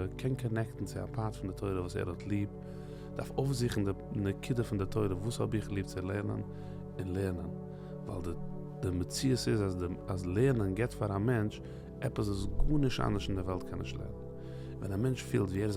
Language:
Yiddish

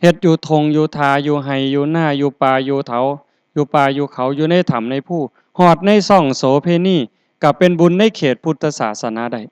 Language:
Northeastern Thai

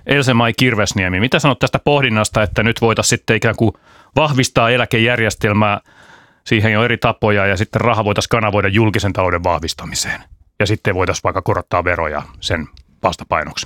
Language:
Finnish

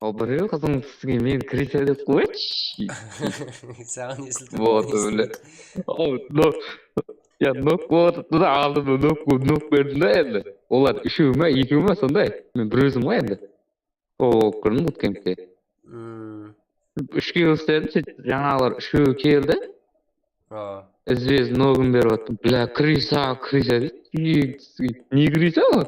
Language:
Kara-Kalpak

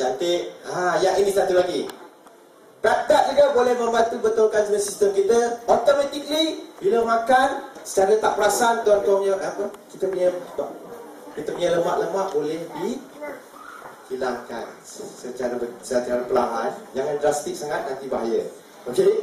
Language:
Malay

